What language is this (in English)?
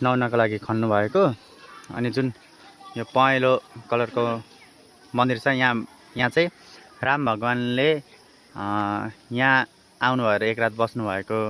Nepali